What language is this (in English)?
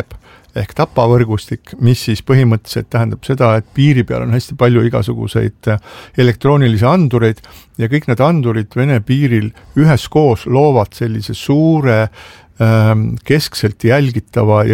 Estonian